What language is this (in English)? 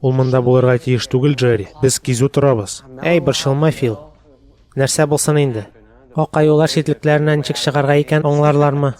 Tatar